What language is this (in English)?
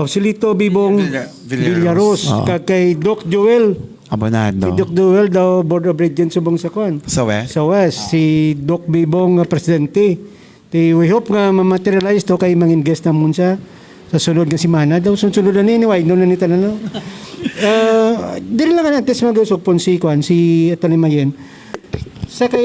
Hiligaynon